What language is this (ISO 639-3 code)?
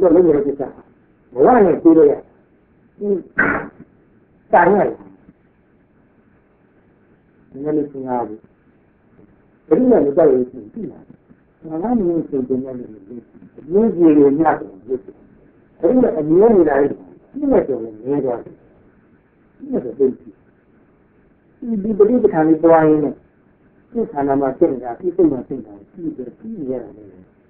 mya